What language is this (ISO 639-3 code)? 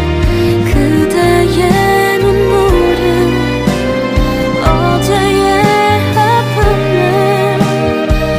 kor